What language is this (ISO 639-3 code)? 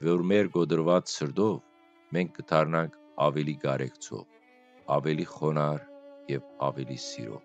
hyw